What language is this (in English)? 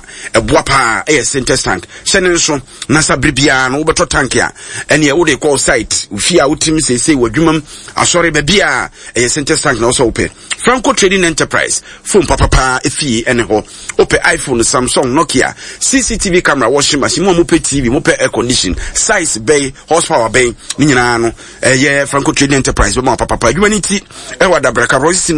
Akan